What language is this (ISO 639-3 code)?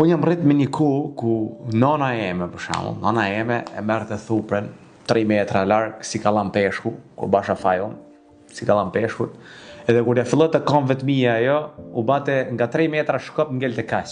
sqi